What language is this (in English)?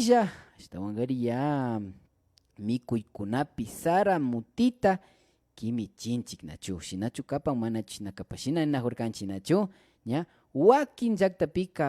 Imbabura Highland Quichua